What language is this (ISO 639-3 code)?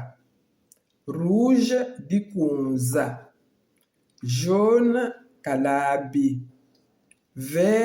lua